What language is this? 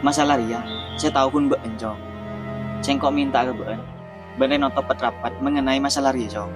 Madurese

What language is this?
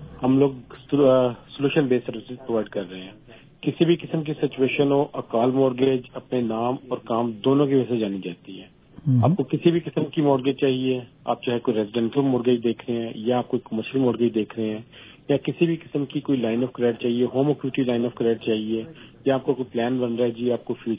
Urdu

